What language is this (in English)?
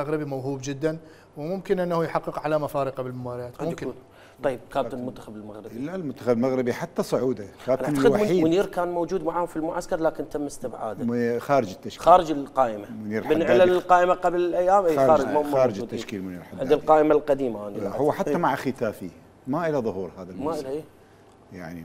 Mesopotamian Arabic